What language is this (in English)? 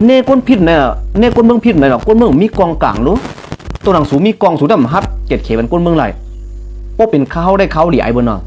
Shan